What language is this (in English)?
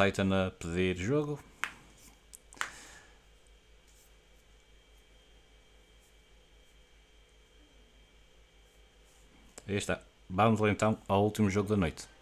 Portuguese